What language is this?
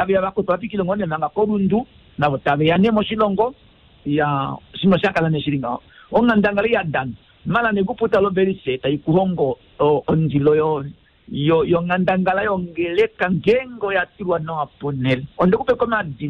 Kuanyama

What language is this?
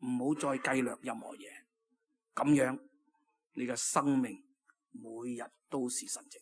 Cantonese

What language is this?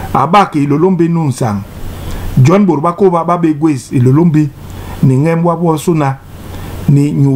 Basaa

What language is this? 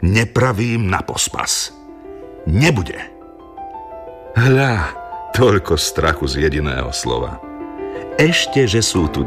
Slovak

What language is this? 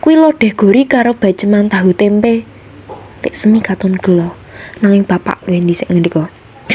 Javanese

